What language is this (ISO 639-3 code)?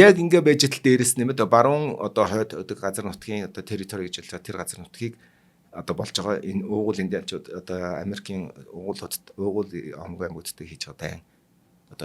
mon